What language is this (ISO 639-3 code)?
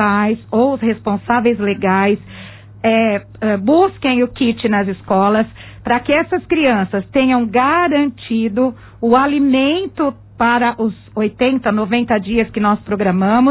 por